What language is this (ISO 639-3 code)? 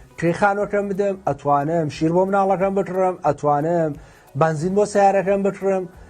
ckb